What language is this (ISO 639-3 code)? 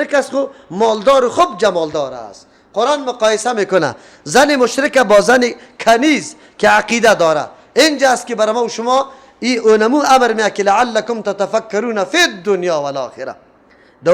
fas